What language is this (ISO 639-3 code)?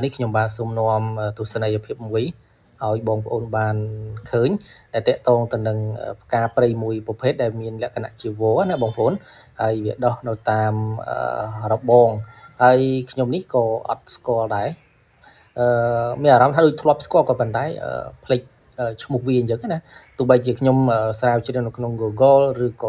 khm